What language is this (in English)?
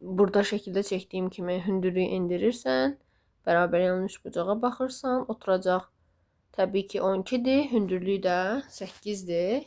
Azerbaijani